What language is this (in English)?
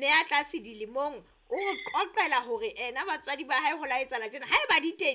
Southern Sotho